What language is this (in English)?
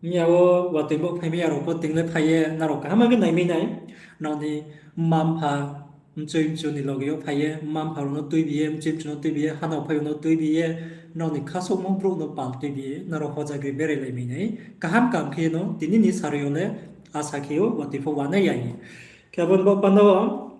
Riang (India)